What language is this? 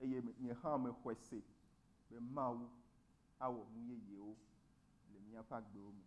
Ewe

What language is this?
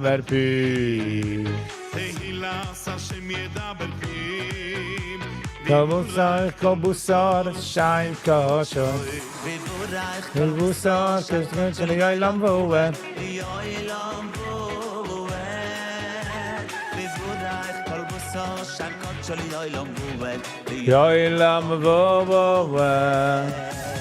Yiddish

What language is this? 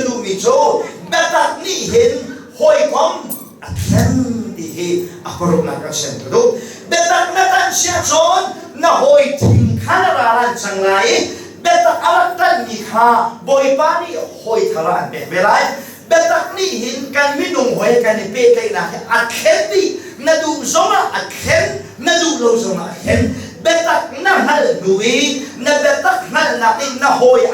Hakha Chin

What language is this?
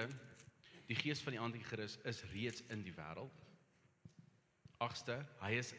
Afrikaans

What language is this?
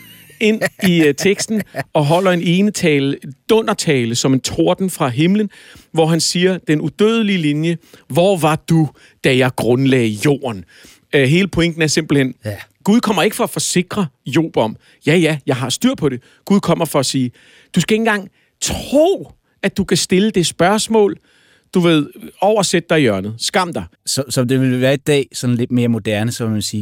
Danish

